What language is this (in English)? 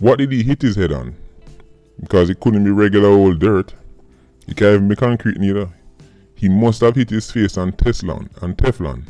Jamaican Creole English